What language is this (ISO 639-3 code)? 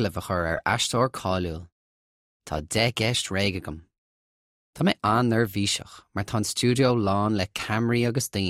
gle